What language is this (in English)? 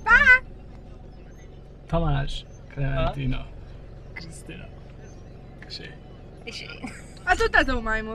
Hungarian